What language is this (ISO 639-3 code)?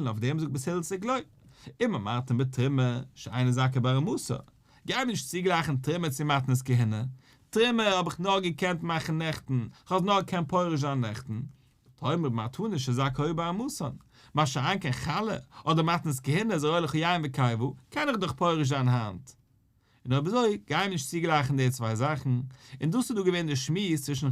yid